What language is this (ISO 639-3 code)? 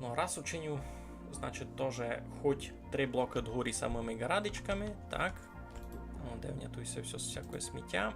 rue